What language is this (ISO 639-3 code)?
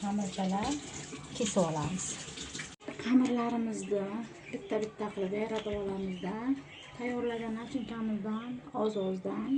uzb